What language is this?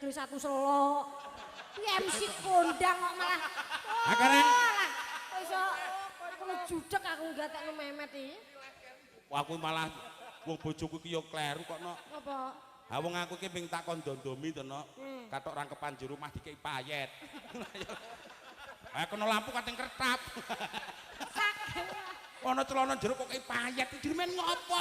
Javanese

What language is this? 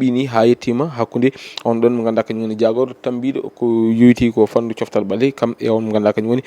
Fula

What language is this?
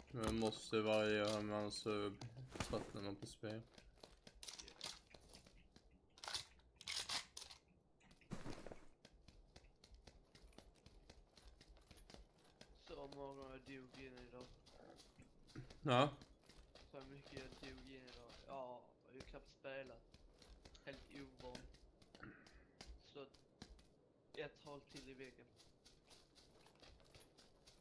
Swedish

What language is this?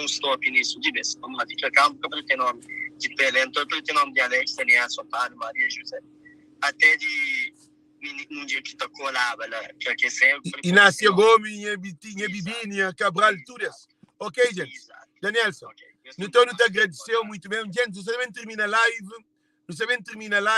Kabuverdianu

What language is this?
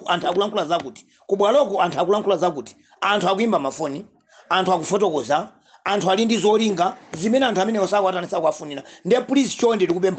Nyanja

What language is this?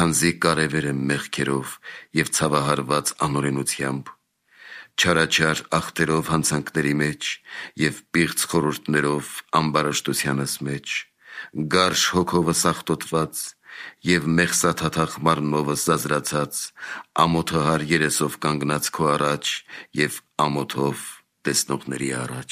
Armenian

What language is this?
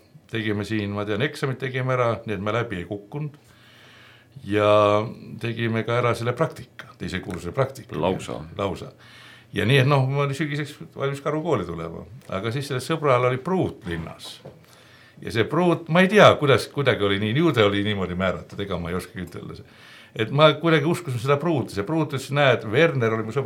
Estonian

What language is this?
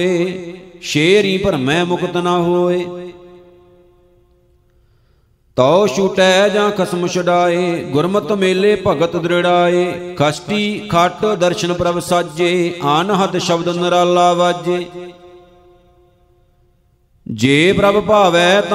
Punjabi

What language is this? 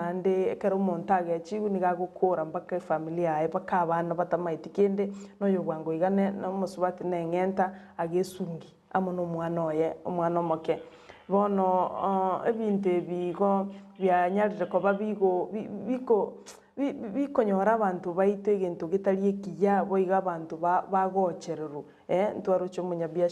Gusii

